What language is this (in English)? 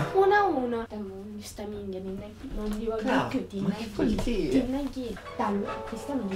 Italian